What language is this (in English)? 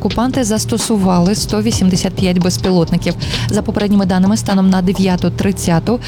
Ukrainian